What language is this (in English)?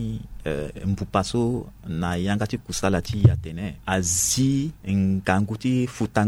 Sango